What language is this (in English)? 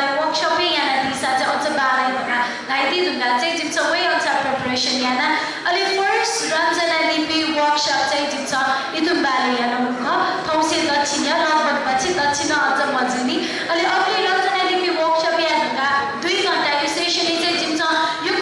Newari